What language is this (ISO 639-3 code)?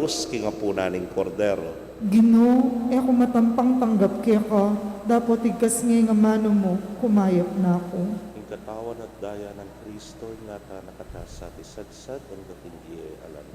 pam